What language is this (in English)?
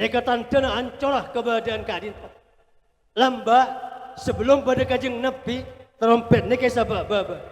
Madurese